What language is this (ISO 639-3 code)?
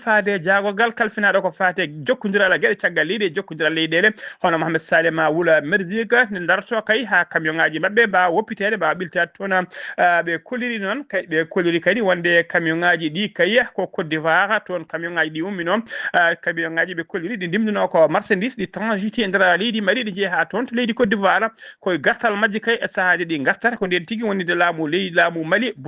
ful